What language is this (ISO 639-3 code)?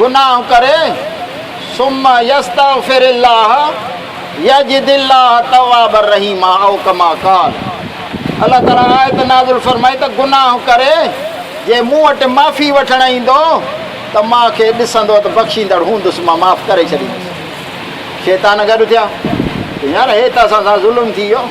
snd